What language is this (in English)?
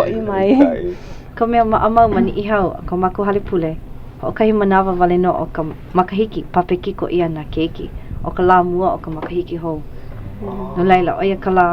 Hawaiian